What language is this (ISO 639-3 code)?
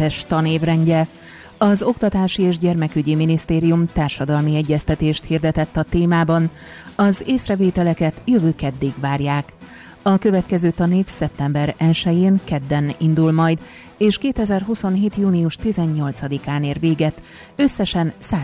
hun